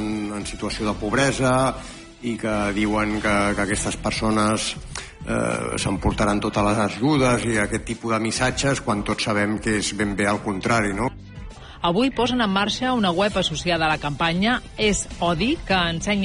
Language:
Catalan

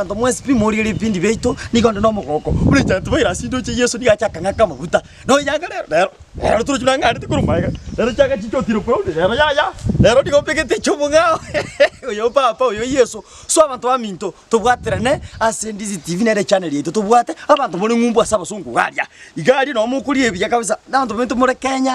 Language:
Gusii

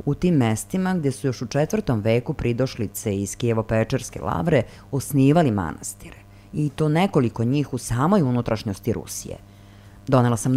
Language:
Serbian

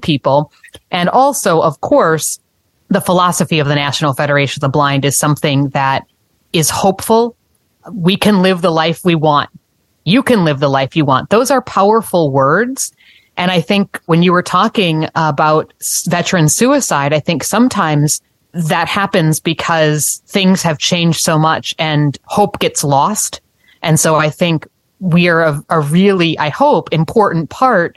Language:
English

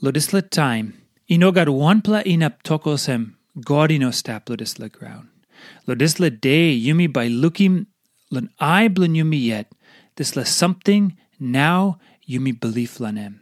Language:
Tok Pisin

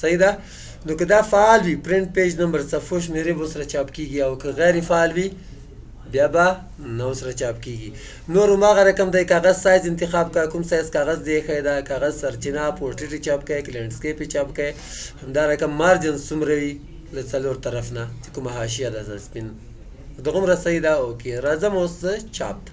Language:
Pashto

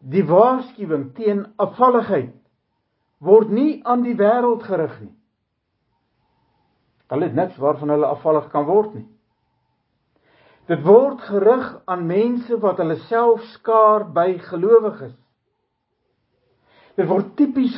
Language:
Afrikaans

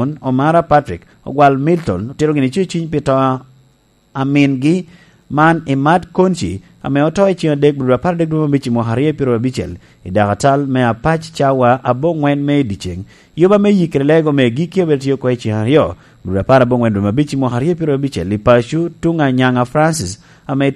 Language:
Lango (Uganda)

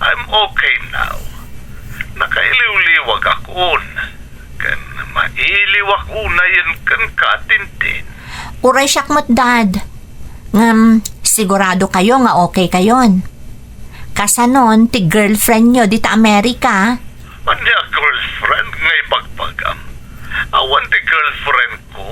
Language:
Iloko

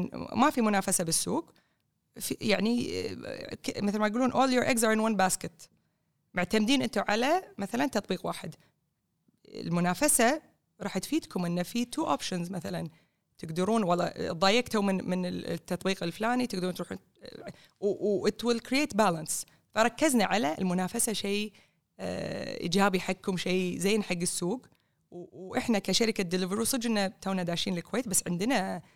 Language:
Gulf Arabic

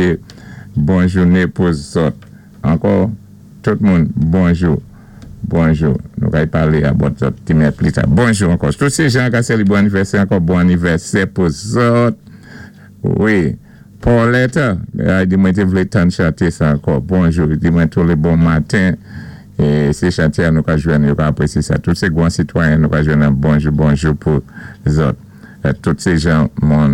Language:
Saint Lucian Creole French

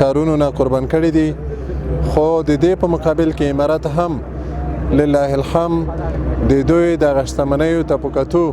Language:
Pashto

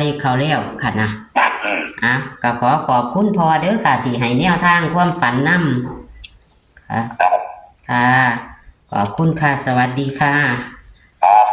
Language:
Northeastern Thai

